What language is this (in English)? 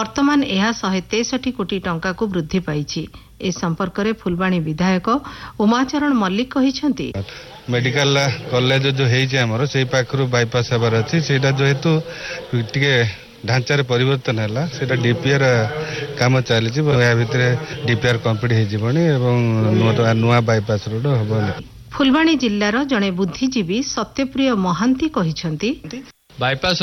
Odia